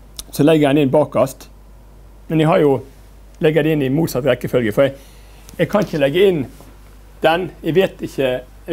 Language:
Norwegian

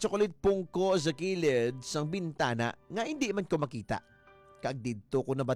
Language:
Hiligaynon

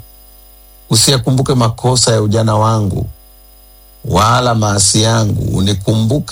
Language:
Swahili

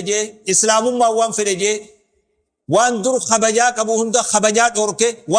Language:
Oromo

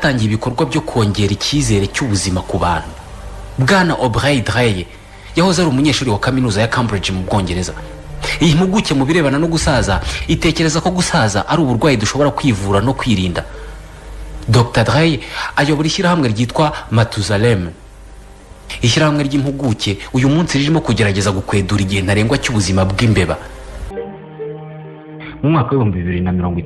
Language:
Kinyarwanda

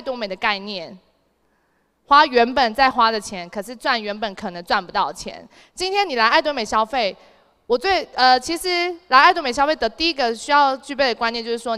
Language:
Chinese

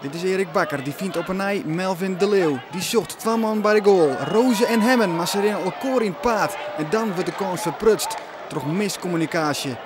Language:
Western Frisian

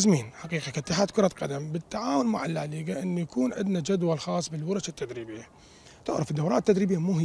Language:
Mesopotamian Arabic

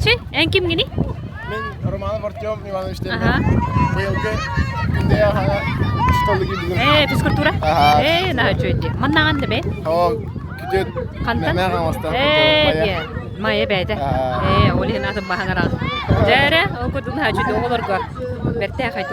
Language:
Yakut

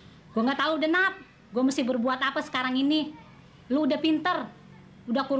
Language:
Betawi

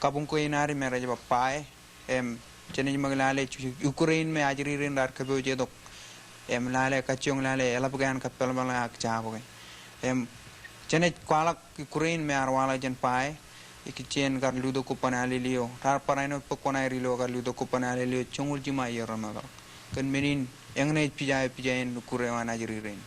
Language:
Marshallese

